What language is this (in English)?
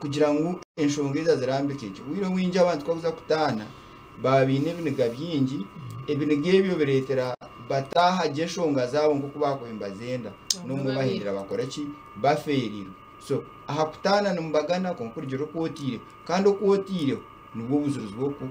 Nyankole